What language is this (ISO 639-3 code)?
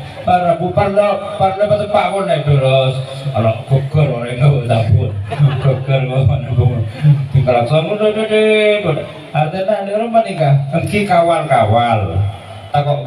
mad